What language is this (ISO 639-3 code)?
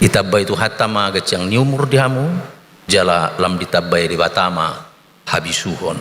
bbc